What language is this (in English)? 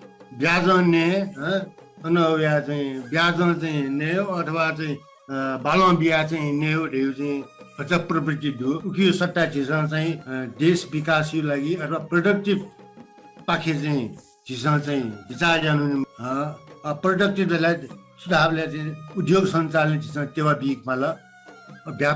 Newari